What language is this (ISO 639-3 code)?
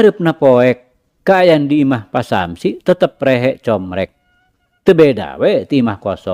sun